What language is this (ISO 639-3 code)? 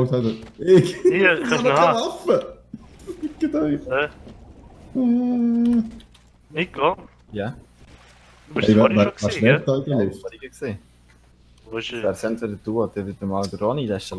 gsw